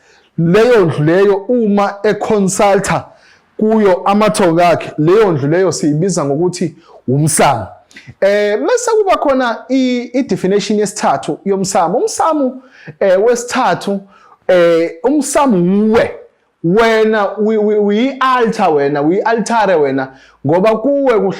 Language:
Zulu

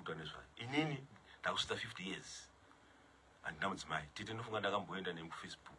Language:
Shona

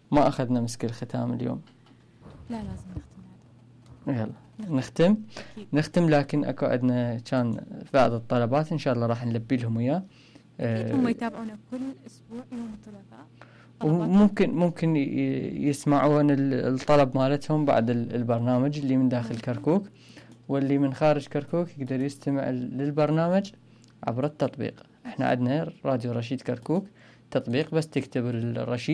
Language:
Mesopotamian Arabic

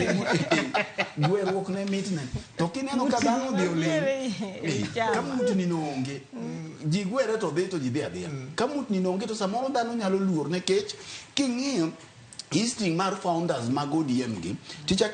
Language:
Luo (Kenya and Tanzania)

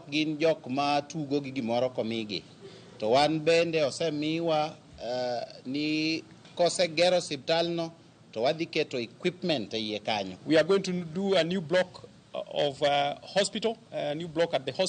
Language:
Luo (Kenya and Tanzania)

